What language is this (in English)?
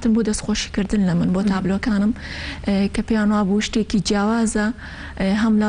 Central Kurdish